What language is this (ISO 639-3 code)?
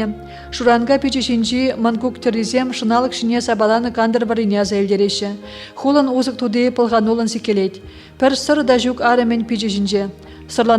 chv